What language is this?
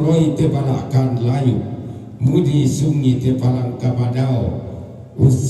Toraja-Sa'dan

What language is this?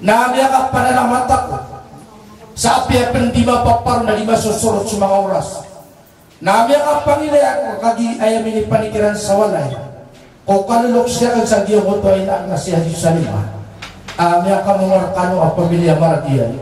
Maranao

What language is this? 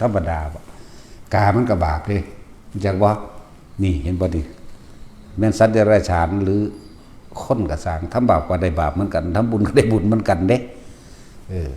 Northeastern Thai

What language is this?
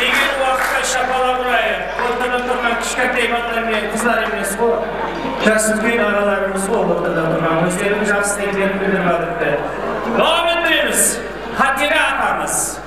Kara-Kalpak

